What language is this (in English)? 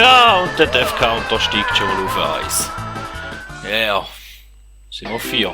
Swiss German